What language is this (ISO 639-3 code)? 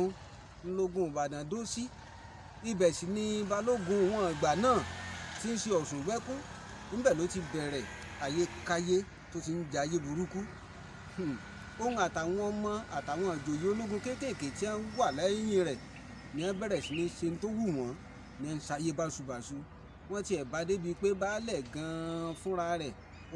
yor